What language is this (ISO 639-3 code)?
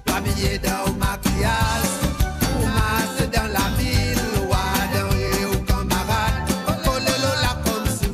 mfe